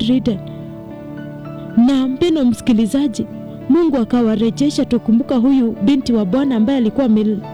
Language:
Swahili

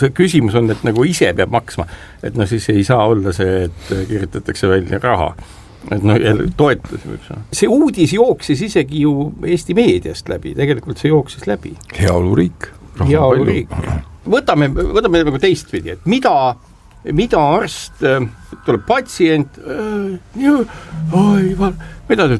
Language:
Estonian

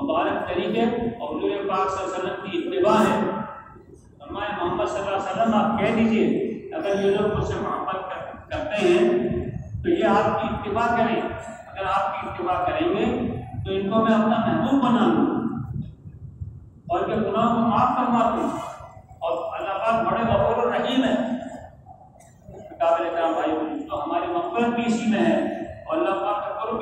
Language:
Urdu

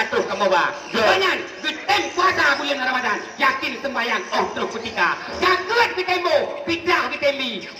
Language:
Achinese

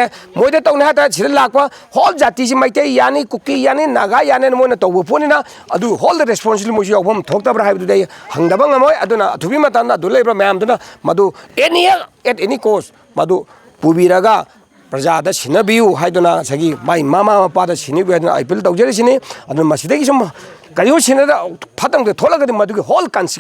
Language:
Manipuri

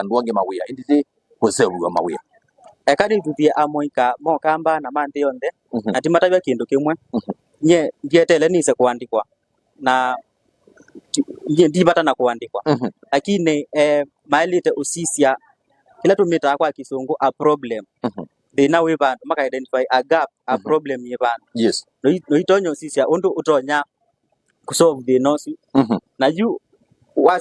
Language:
Kamba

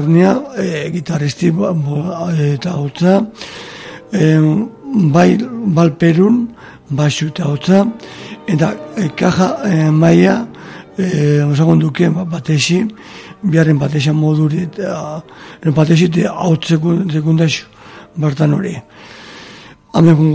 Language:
Basque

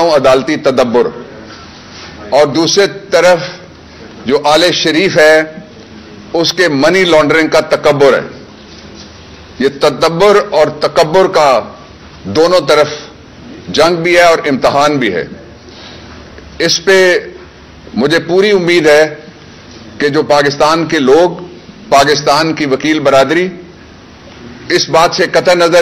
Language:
Urdu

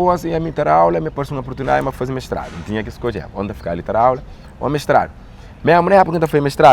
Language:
Kabuverdianu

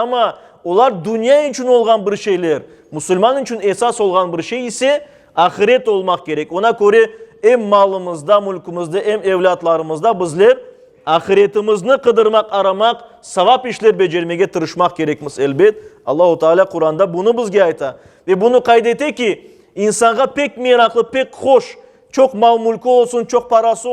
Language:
Crimean Tatar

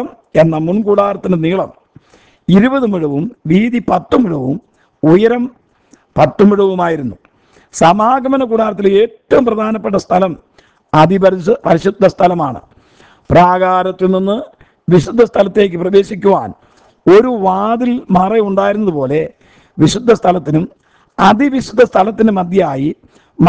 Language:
Malayalam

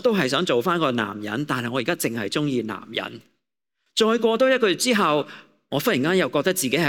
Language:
Cantonese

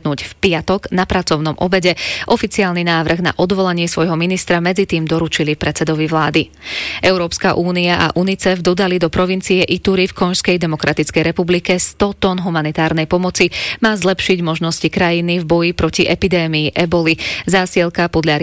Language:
Slovak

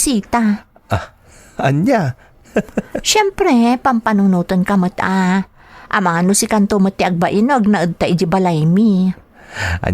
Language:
Iloko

